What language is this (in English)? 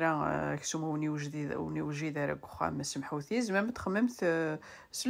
Kabyle